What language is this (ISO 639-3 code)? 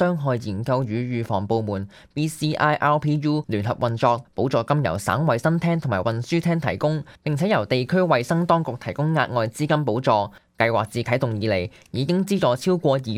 yue